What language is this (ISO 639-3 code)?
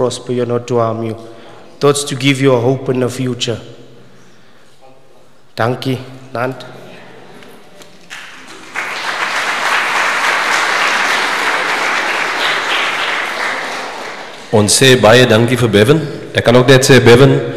afr